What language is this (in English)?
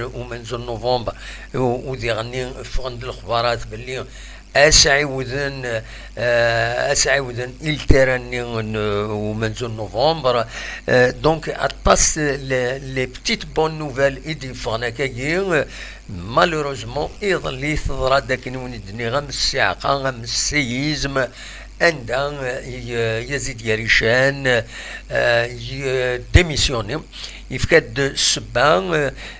Kabyle